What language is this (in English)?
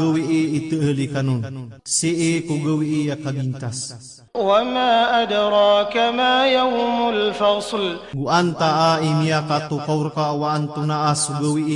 Maranao